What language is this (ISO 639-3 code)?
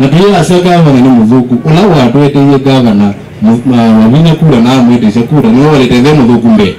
kam